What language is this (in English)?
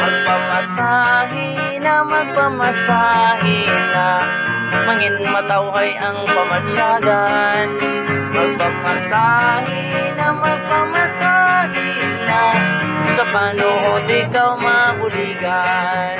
Hiligaynon